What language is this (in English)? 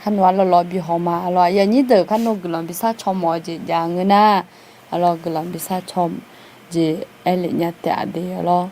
Akha